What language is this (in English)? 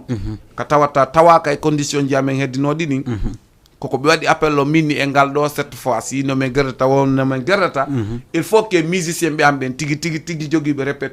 Fula